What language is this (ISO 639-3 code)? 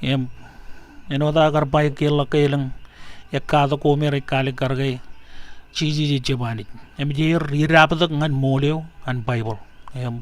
mah